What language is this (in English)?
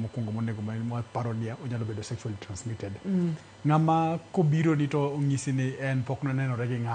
Luo (Kenya and Tanzania)